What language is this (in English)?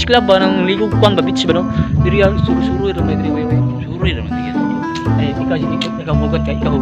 Cebuano